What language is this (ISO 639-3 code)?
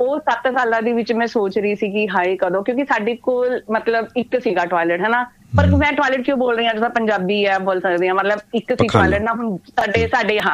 pan